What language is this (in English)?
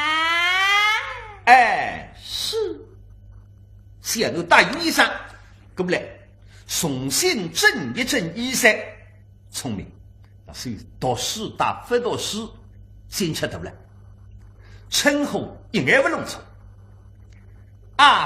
Wu Chinese